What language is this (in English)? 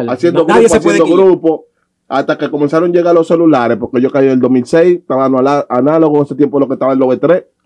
Spanish